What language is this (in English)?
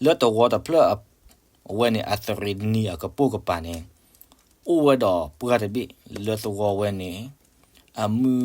S'gaw Karen